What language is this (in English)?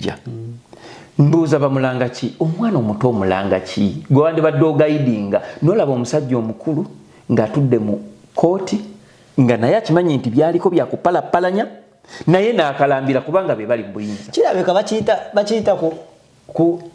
Ganda